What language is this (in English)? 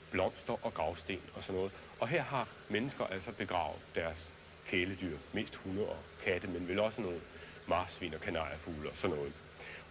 Danish